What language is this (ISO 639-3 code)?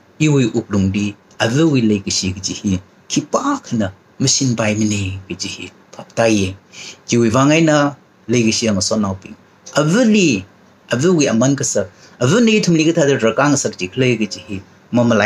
nmf